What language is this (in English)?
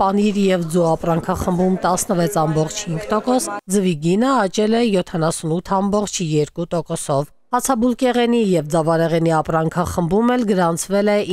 Armenian